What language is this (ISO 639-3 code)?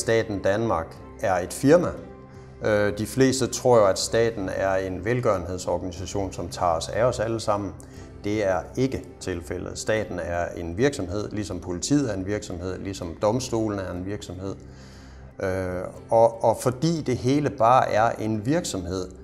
dan